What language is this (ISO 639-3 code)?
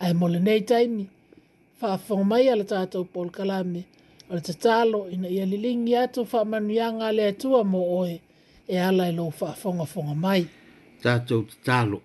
smo